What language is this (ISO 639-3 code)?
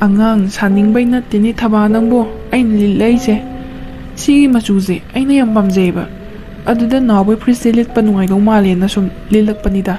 mni